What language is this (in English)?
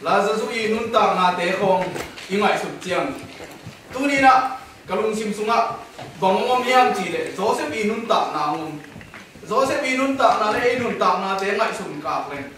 Tedim Chin